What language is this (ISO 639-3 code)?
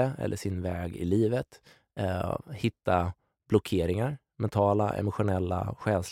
swe